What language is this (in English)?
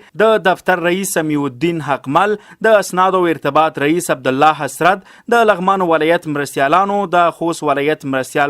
Pashto